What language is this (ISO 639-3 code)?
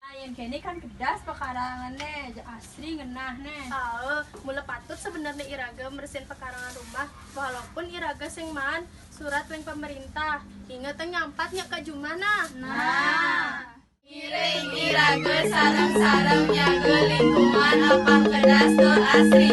ban